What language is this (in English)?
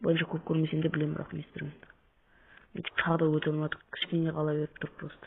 Kazakh